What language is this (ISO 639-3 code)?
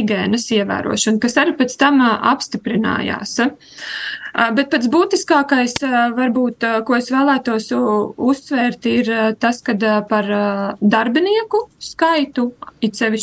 lav